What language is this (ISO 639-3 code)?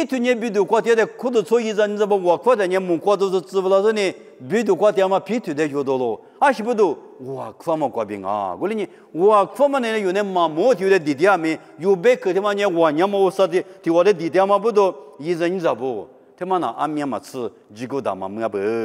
lis